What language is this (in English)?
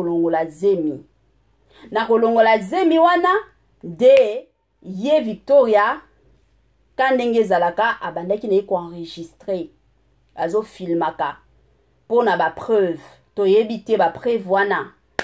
Lingala